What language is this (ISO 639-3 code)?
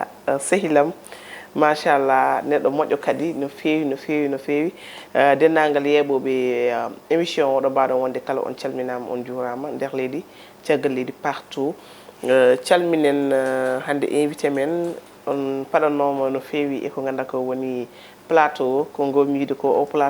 ful